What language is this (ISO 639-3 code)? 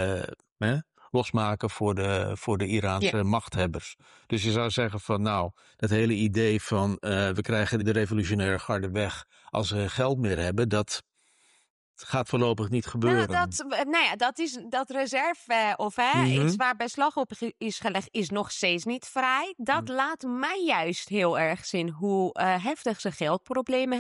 nld